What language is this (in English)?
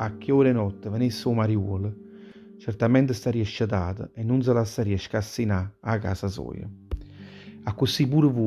Neapolitan